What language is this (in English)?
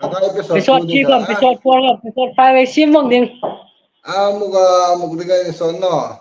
Hmar